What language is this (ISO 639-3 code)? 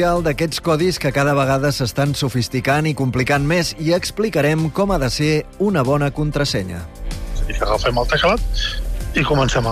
cat